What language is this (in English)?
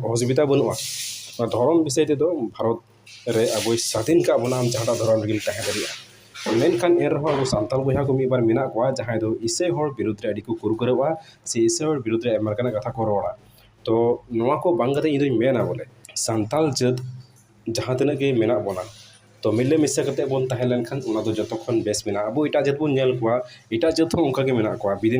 Santali